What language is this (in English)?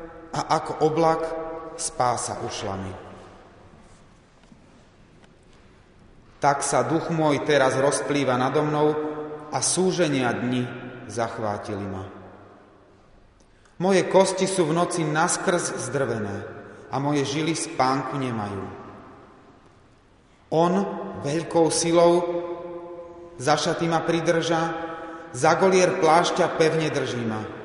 Slovak